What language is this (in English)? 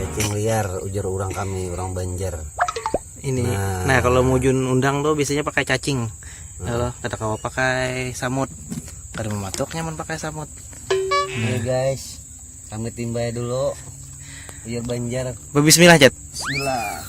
Banjar